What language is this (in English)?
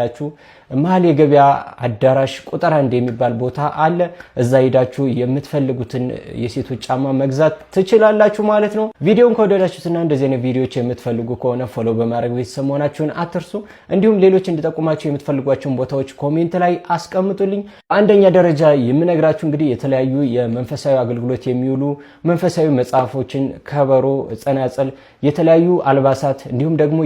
Amharic